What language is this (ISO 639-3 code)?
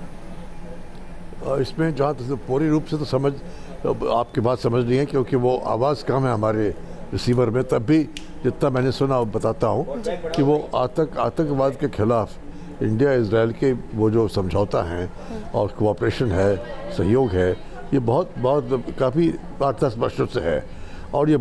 hin